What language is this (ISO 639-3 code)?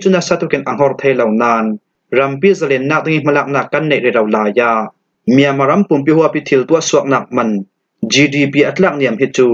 cfm